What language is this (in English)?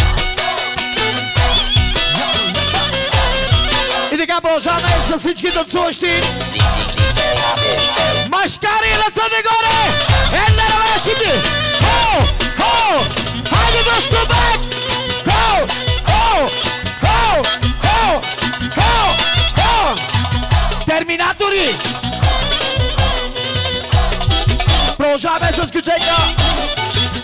Bulgarian